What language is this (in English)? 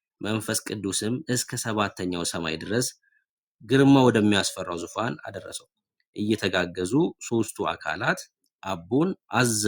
Amharic